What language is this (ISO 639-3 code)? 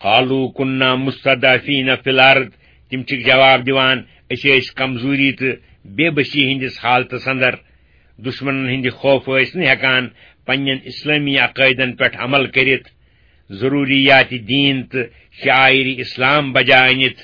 kas